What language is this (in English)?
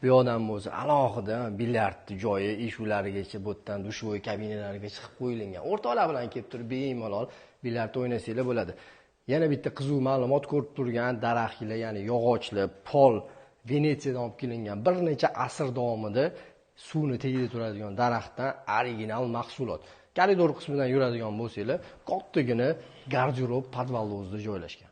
Uzbek